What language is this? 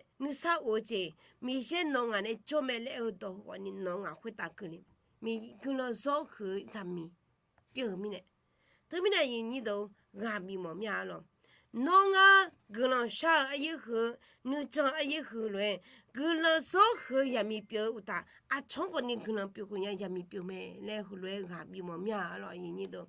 Akha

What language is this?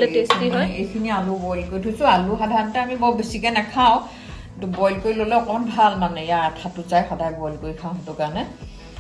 Assamese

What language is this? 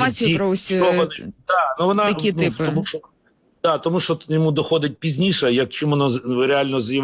Ukrainian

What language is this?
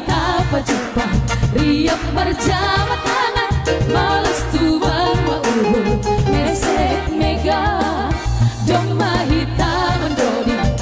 Batak Simalungun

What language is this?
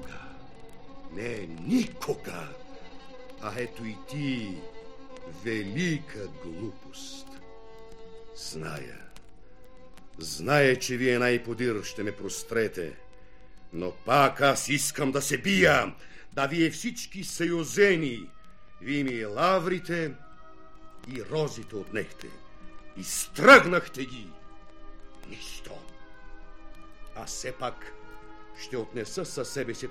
Bulgarian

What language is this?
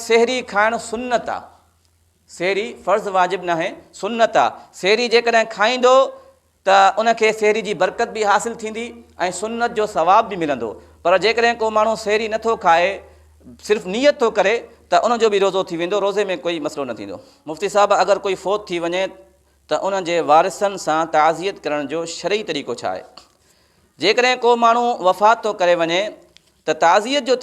Sindhi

